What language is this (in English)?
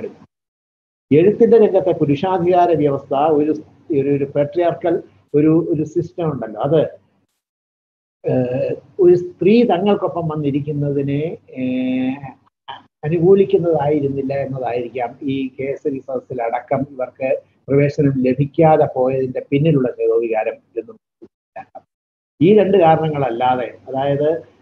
Malayalam